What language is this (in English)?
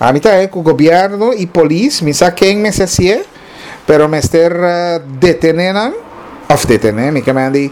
Papiamento